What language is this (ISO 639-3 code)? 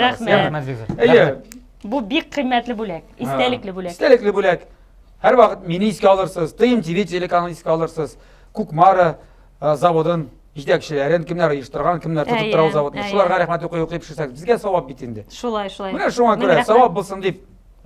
tat